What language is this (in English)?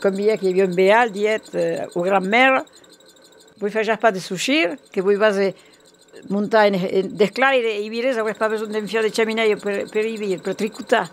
Occitan